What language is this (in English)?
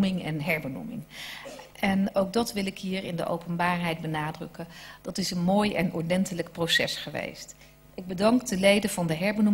Dutch